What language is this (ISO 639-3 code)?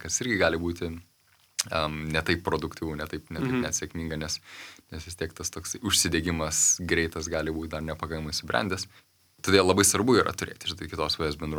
lit